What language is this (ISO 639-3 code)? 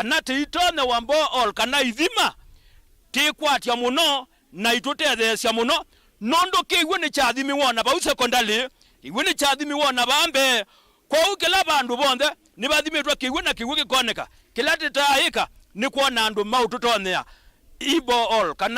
kam